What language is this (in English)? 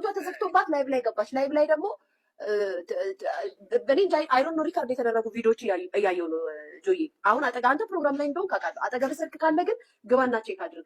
Amharic